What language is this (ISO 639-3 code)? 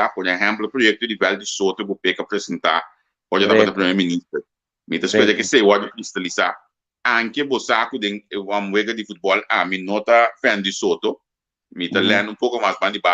pap